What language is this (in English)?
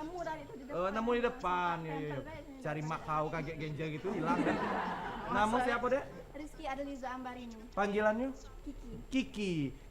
Musi